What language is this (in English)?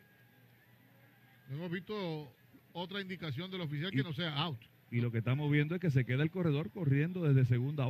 Spanish